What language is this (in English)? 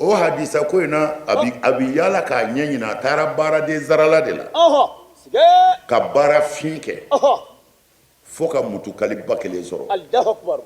Bambara